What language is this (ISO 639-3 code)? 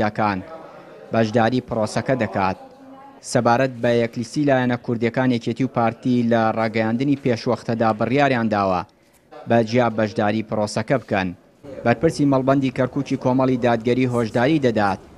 ckb